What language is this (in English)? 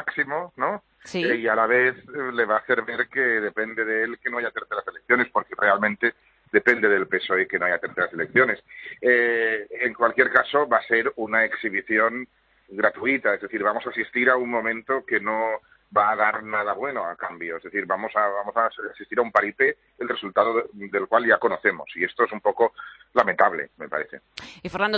Spanish